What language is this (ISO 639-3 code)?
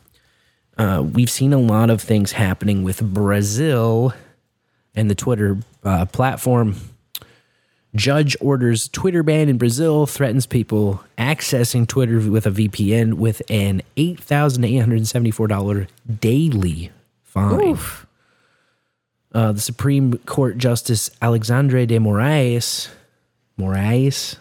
eng